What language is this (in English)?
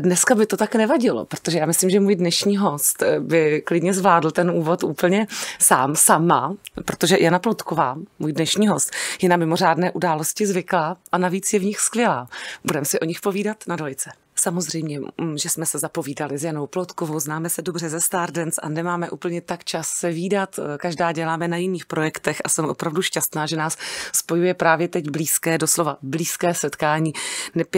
Czech